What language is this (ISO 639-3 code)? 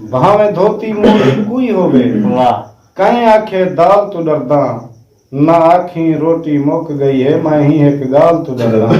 skr